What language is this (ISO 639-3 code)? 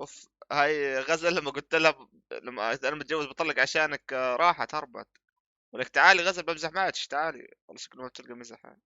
apc